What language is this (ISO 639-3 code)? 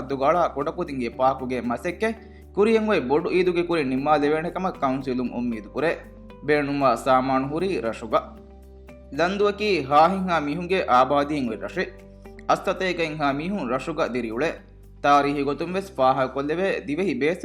div